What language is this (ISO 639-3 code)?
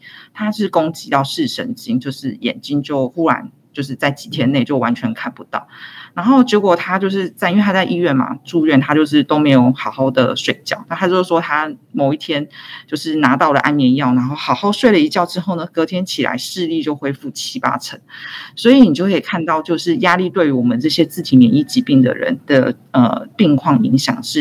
zho